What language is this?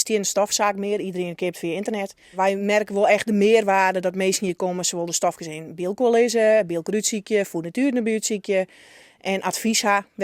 Western Frisian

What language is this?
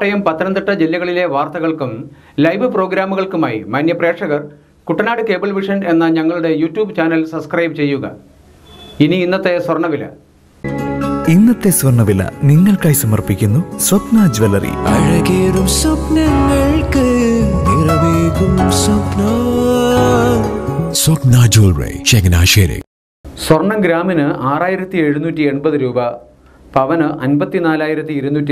Malayalam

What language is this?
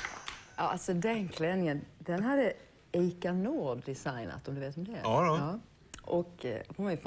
Swedish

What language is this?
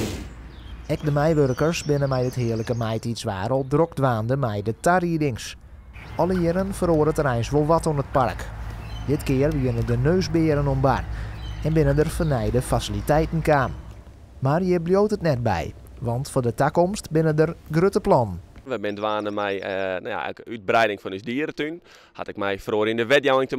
Western Frisian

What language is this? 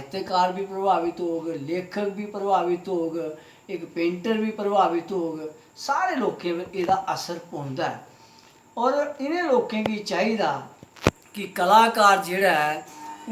Dogri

